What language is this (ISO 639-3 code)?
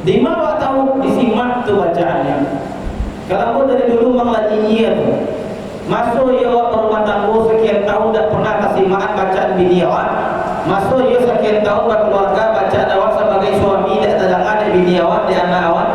min